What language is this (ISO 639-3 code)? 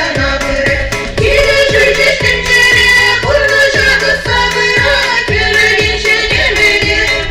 chv